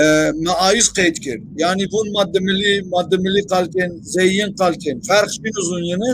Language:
Zaza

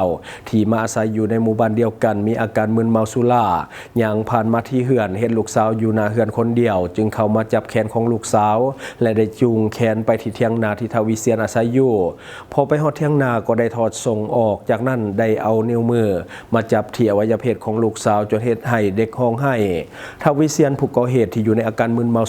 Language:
Lao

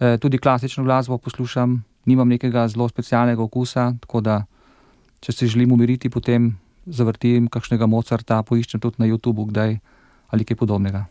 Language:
Slovenian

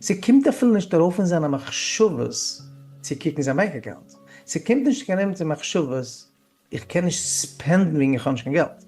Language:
Yiddish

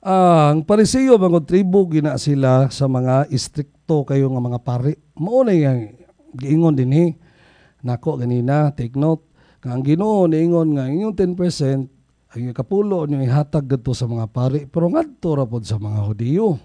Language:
Cebuano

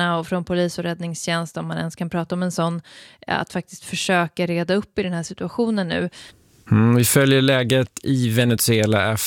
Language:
Swedish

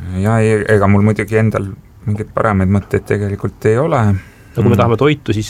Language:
Estonian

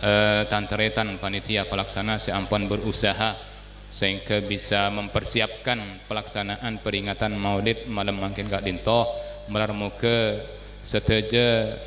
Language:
Madurese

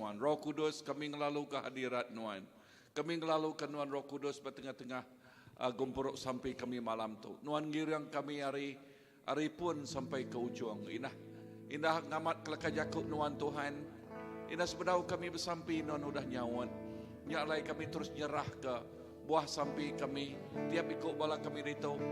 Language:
Iban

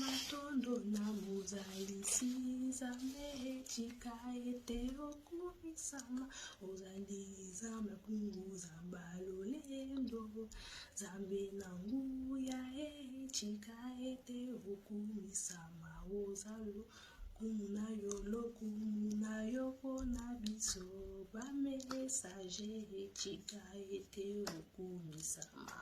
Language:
Lingala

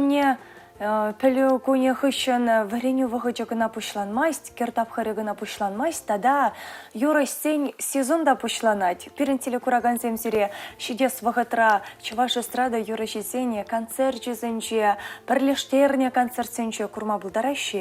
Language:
Chuvash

